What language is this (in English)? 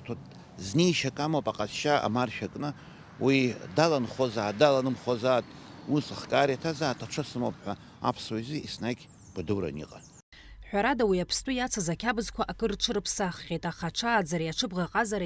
Abkhazian